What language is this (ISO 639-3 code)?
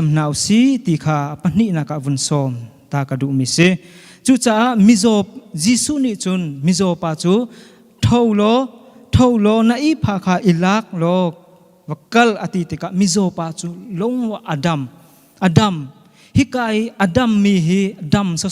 cnh